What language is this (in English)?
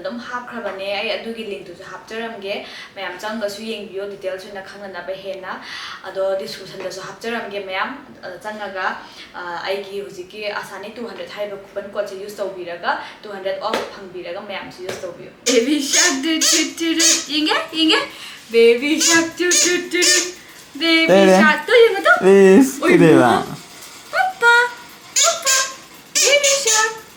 Manipuri